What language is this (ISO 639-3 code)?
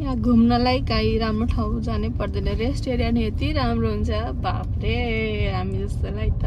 nep